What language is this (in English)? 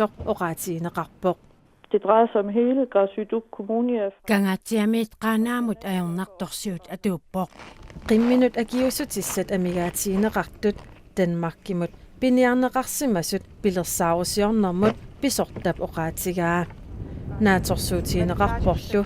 Kalaallisut